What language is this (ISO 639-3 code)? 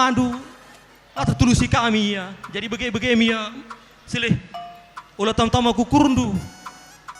btx